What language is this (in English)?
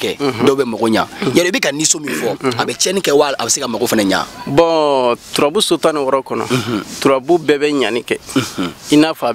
Bambara